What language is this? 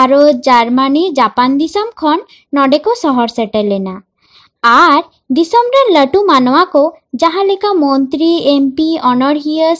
Santali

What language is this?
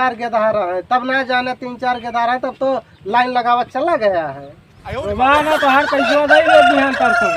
Awadhi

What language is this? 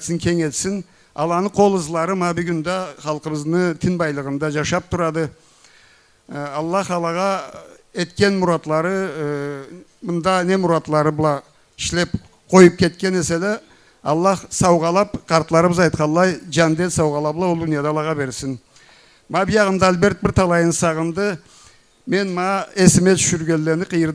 Karachay-Balkar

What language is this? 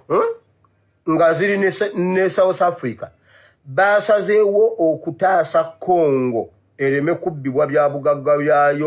Ganda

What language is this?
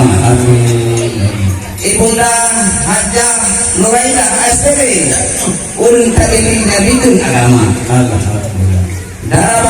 Achinese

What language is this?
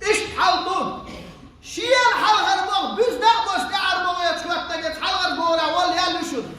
Chechen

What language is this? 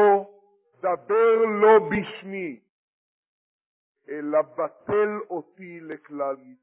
Hebrew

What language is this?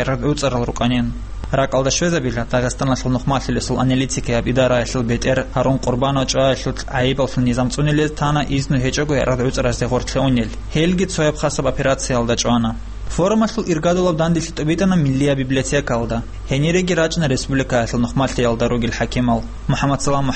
Avaric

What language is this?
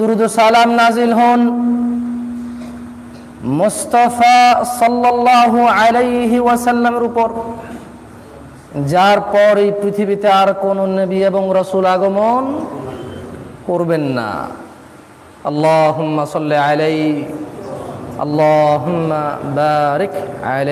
Bangla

